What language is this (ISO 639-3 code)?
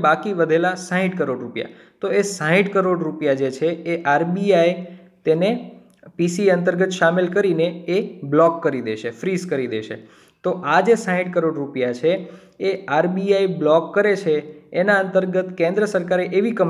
guj